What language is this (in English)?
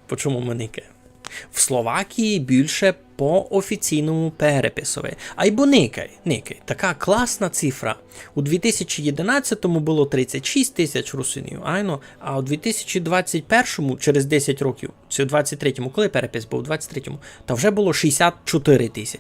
Rusyn